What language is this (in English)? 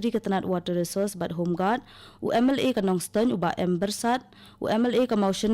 Khasi